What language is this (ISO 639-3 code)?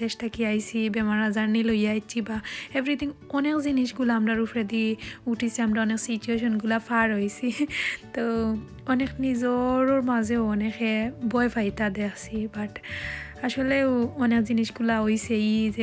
syl